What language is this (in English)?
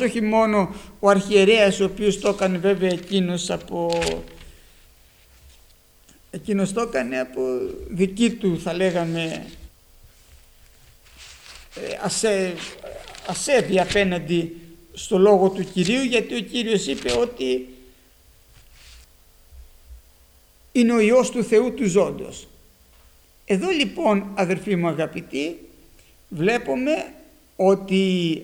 Greek